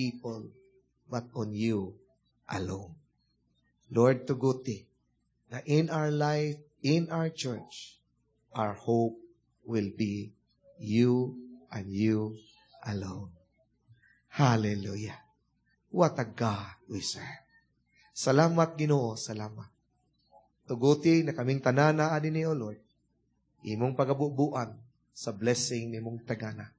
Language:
Cebuano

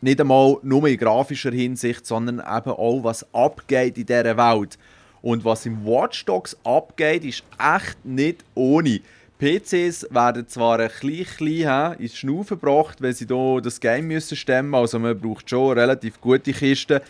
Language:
Swiss German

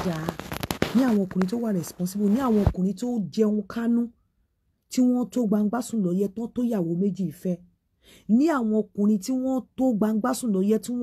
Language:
Yoruba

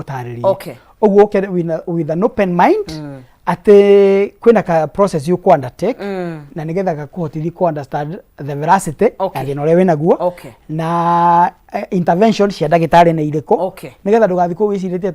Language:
Kikuyu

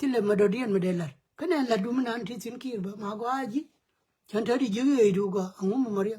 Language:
Nuer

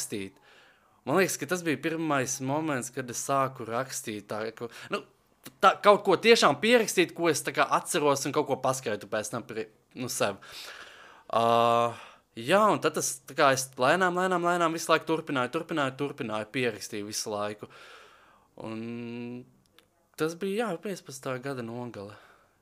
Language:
Latvian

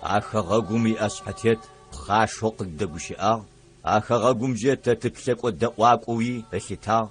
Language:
Adyghe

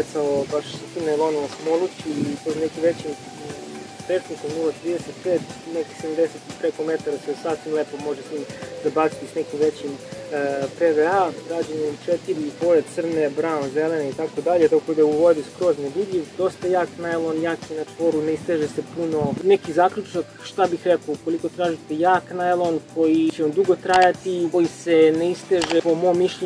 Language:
Serbian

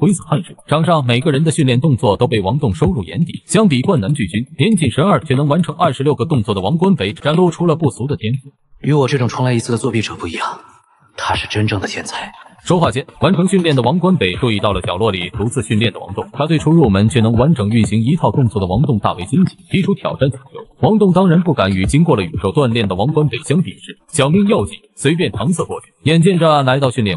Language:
Chinese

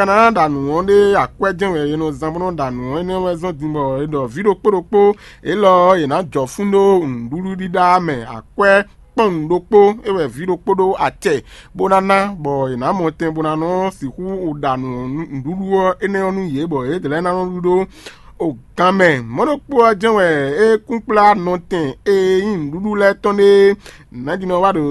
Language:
Fon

